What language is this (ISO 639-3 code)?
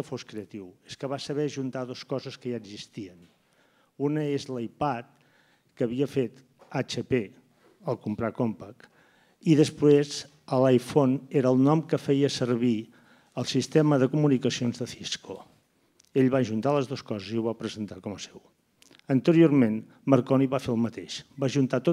cat